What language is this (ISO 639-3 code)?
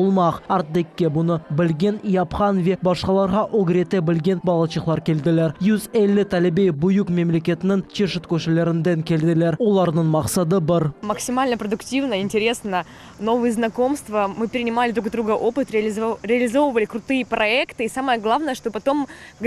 crh